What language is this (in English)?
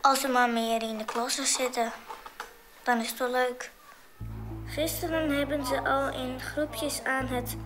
Western Frisian